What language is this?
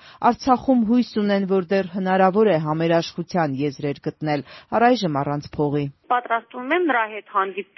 Armenian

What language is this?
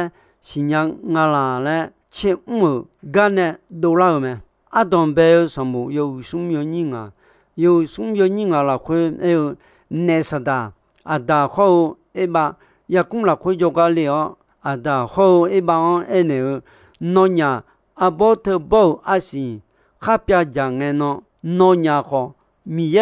Akha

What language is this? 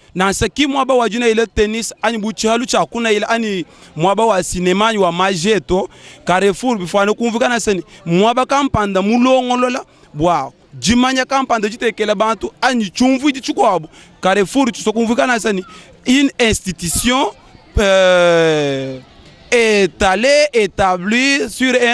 Luba-Lulua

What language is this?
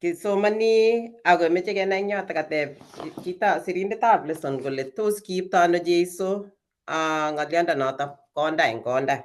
Kalenjin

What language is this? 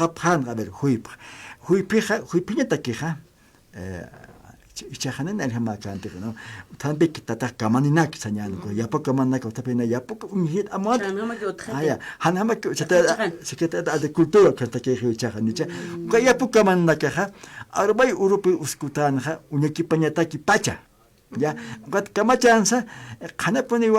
Aymara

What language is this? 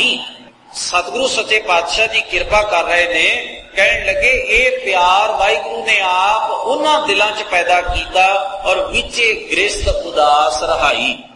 Punjabi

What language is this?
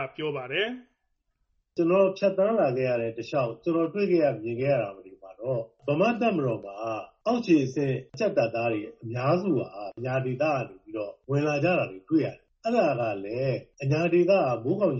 Burmese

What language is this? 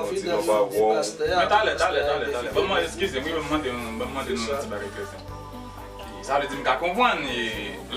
Haitian Creole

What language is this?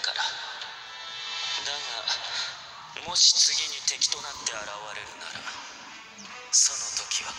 Japanese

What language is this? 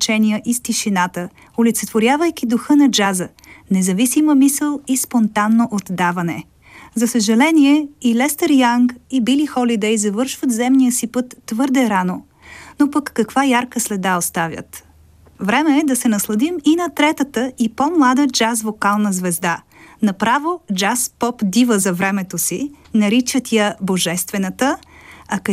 Bulgarian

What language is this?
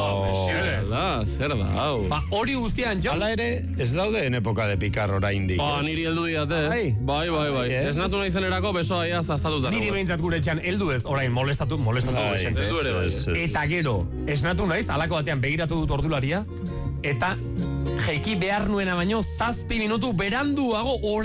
Basque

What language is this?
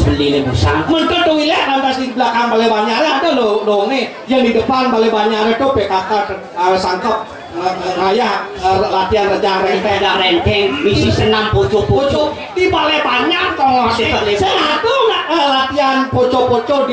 Balinese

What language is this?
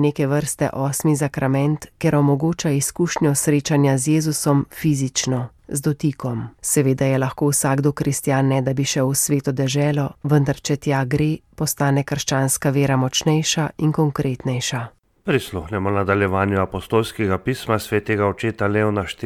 Slovenian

